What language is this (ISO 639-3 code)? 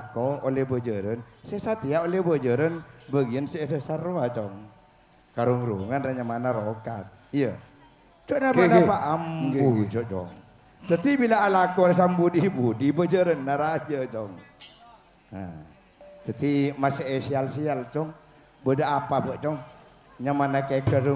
mad